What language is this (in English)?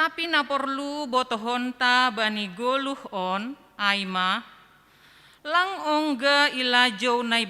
Batak Simalungun